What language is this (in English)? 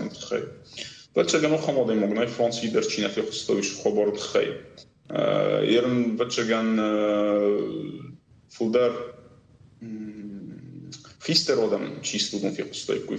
Ossetic